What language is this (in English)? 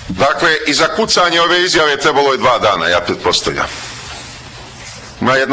Croatian